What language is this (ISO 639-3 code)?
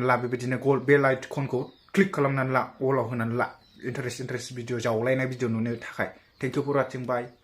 brx